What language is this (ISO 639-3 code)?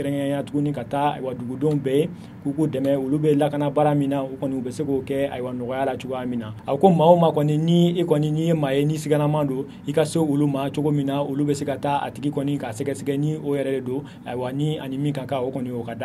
bam